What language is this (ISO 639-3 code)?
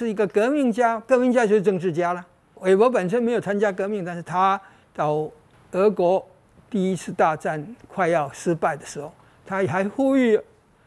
zho